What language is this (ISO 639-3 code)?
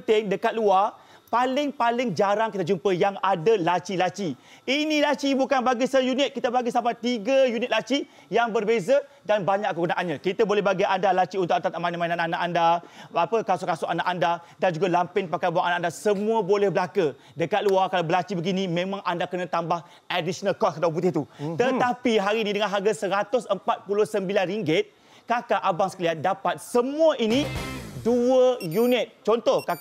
msa